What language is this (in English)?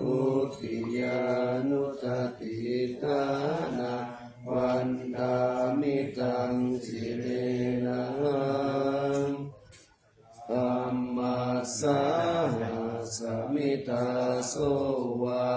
Pali